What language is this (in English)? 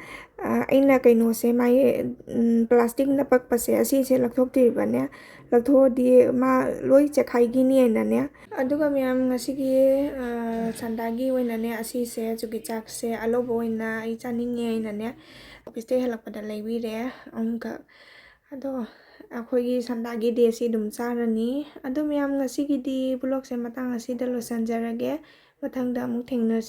Manipuri